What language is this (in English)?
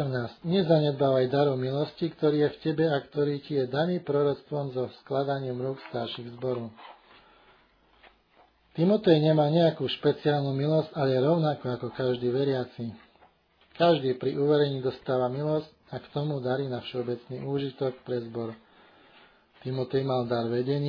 Slovak